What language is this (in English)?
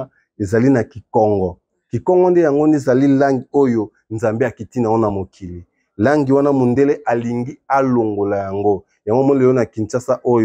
Lingala